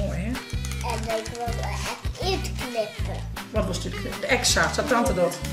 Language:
Western Frisian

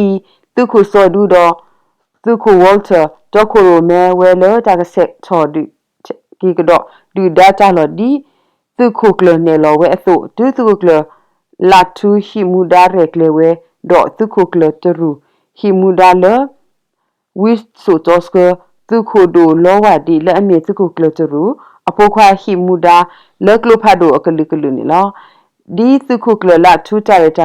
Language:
S'gaw Karen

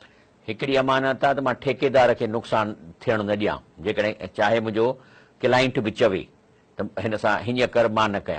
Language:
Sindhi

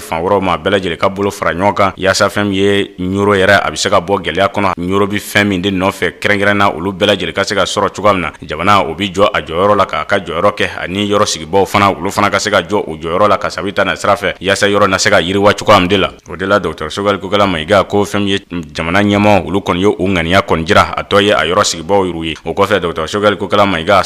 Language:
Bambara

